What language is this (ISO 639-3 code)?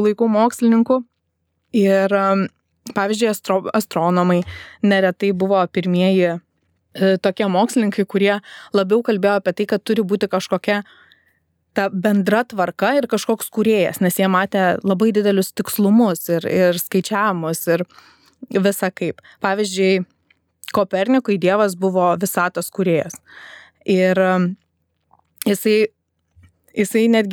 lit